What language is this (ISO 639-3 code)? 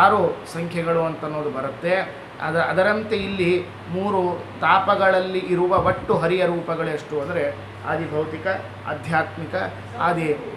kan